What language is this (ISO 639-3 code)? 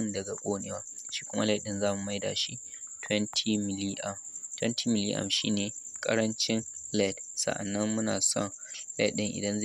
hau